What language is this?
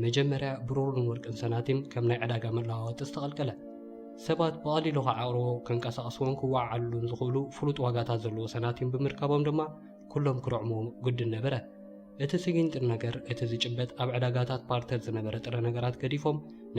Tigrinya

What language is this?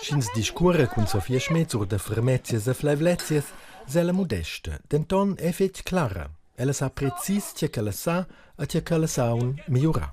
Romansh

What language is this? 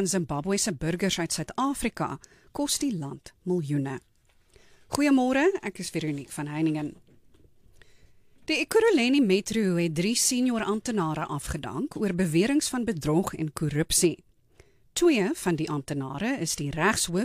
Afrikaans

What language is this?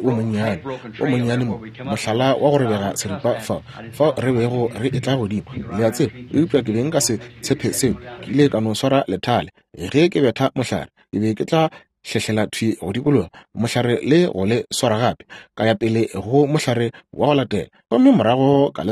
Northern Sotho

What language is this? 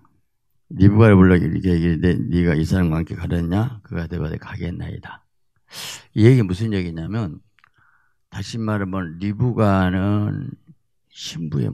Korean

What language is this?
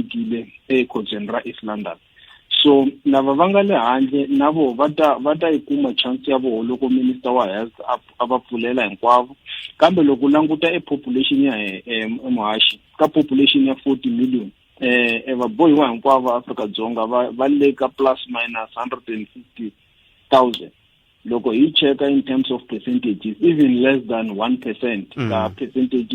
Tsonga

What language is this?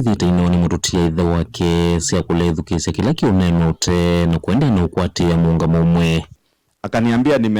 Kamba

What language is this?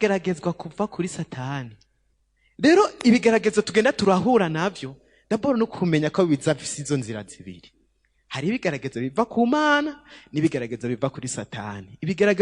Rundi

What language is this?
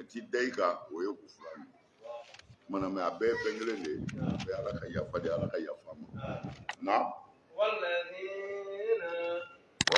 Bambara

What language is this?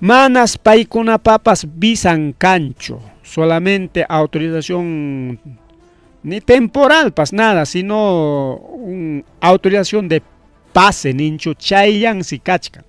Ayacucho Quechua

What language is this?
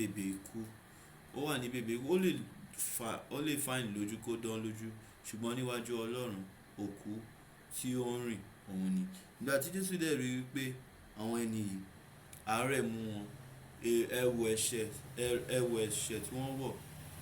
Yoruba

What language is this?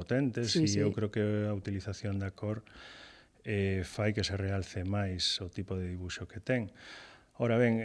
Galician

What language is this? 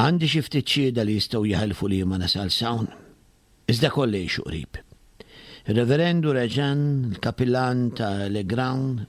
Maltese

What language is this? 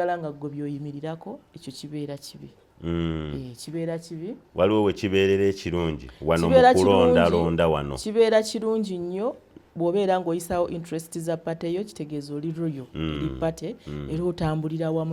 Ganda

